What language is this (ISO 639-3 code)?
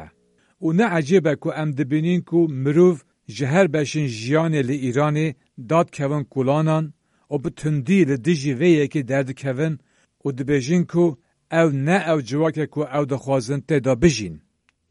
kur